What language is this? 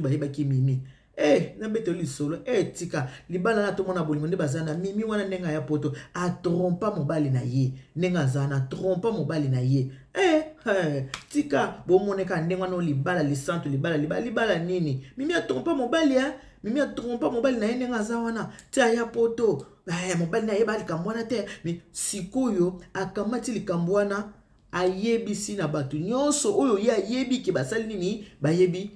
Lingala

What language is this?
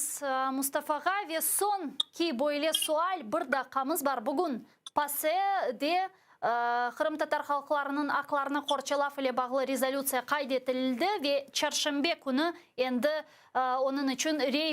Crimean Tatar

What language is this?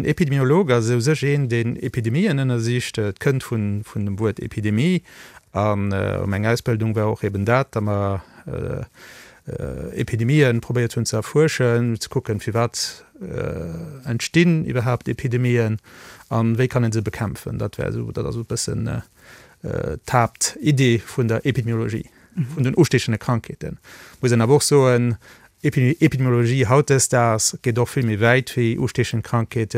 Luxembourgish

